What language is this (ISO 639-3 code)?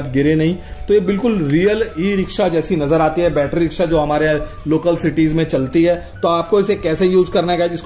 hin